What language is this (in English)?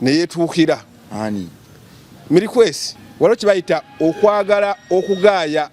Ganda